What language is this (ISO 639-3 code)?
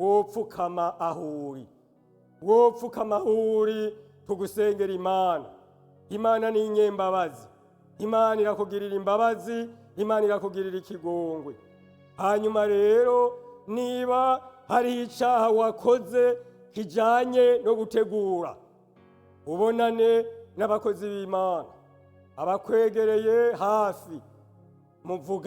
run